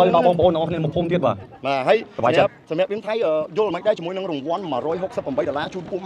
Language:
Khmer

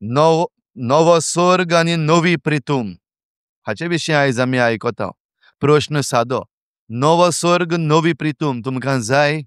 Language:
Konkani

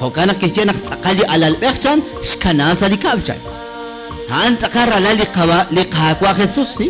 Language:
Kekchí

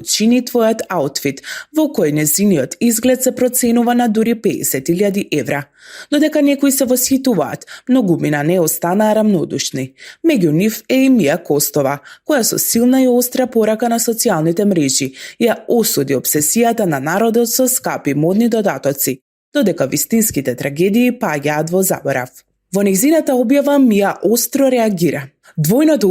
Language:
Macedonian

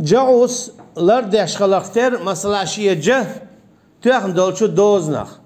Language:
Chechen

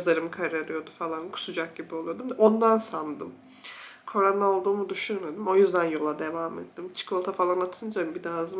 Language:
Turkish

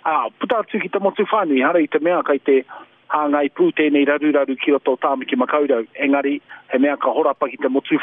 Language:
Māori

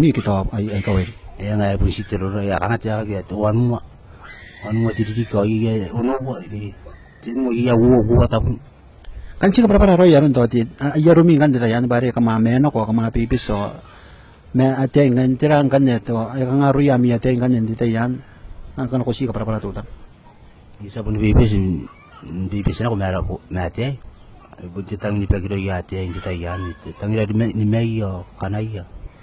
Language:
Gilbertese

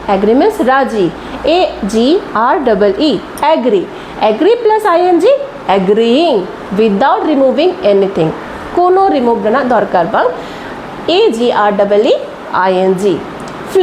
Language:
Santali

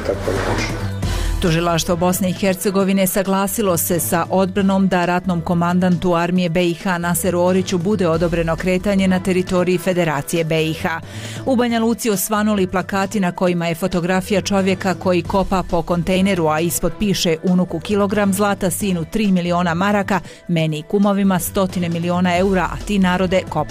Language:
Bosnian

